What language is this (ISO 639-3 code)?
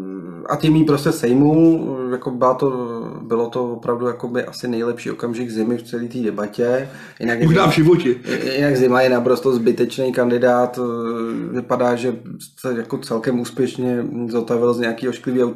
ces